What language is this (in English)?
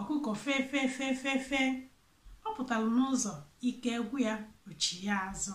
Igbo